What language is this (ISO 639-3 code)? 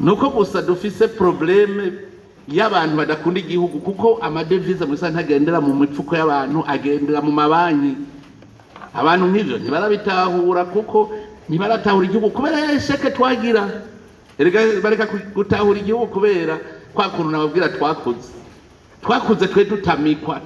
run